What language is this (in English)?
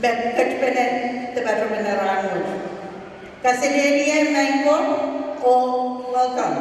Pohnpeian